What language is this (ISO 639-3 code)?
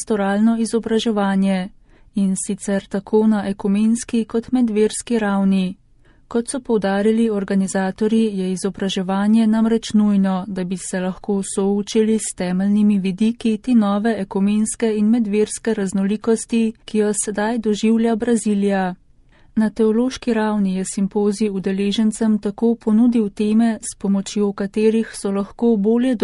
slv